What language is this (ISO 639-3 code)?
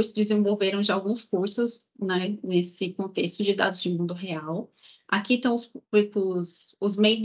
por